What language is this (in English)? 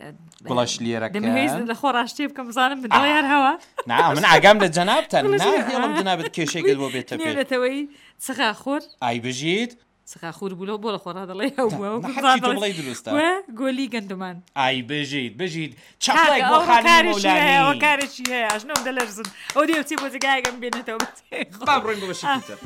Central Kurdish